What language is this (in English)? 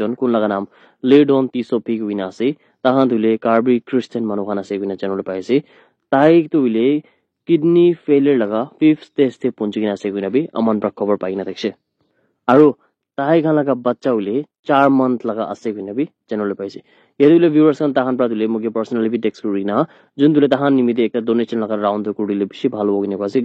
Naga Pidgin